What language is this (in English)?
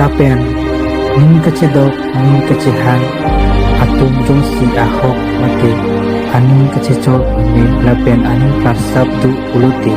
Karbi